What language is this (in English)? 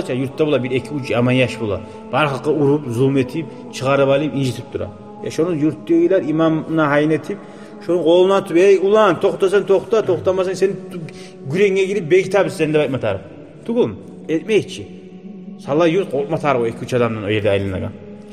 Kumyk